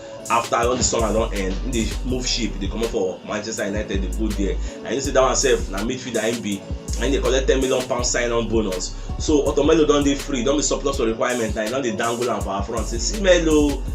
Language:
Nigerian Pidgin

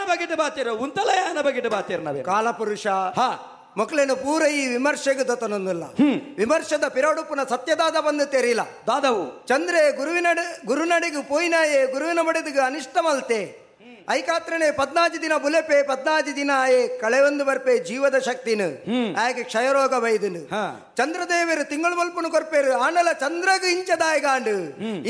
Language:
Tulu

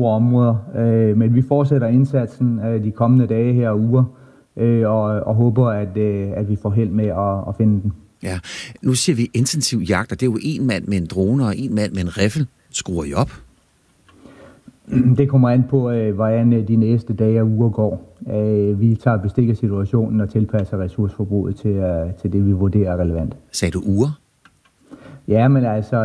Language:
Danish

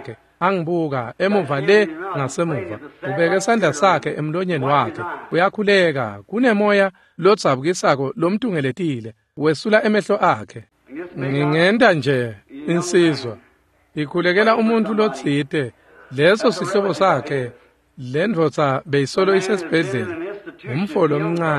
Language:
Swati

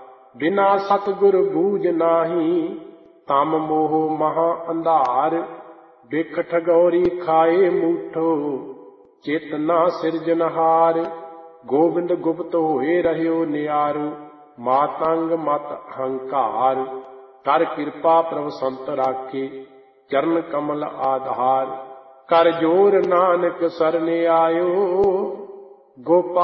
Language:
Punjabi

